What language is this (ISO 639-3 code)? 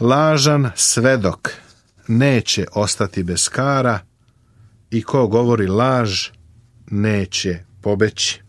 srp